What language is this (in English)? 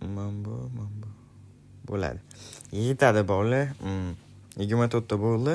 Uzbek